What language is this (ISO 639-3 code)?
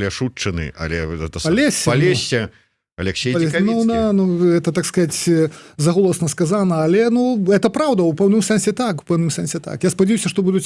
bel